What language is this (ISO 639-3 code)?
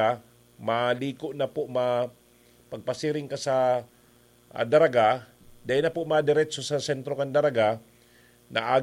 bik